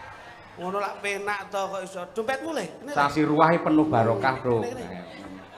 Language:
Javanese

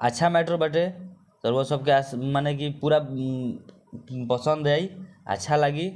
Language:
Bhojpuri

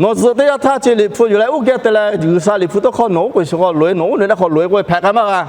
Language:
Lahu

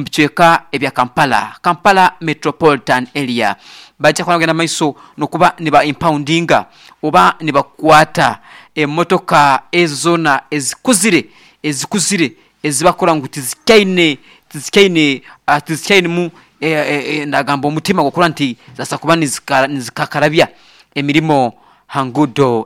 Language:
Nyoro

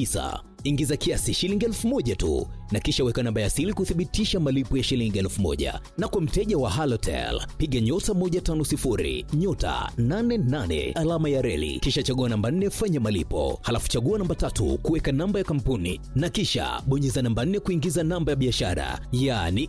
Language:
Swahili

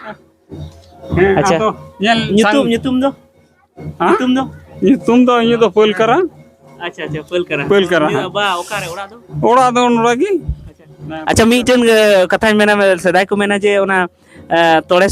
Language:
Santali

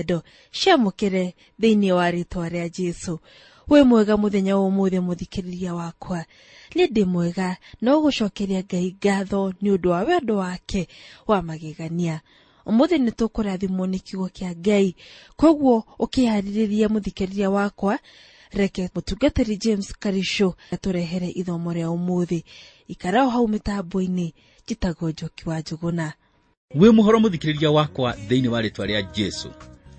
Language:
Kikuyu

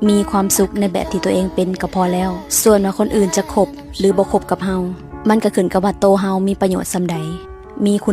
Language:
Lao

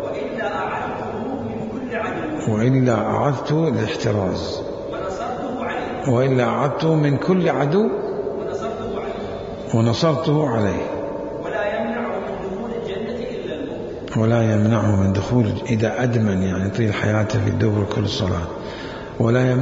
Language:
Mesopotamian Arabic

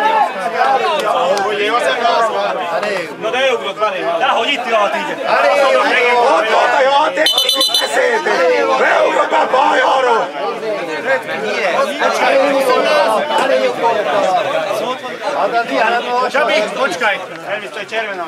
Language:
Hungarian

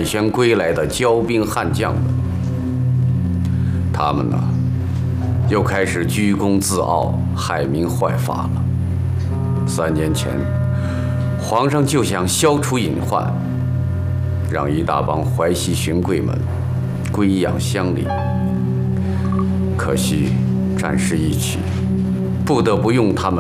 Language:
Chinese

